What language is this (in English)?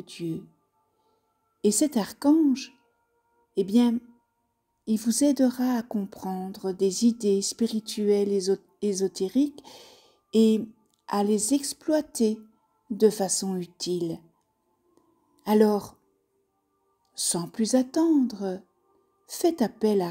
French